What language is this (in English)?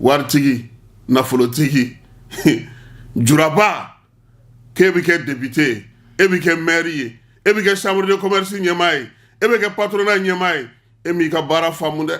Bambara